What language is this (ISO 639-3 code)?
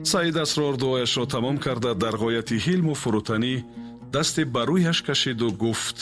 tgk